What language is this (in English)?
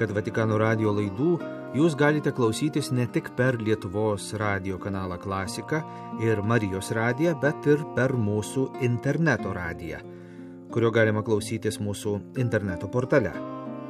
Lithuanian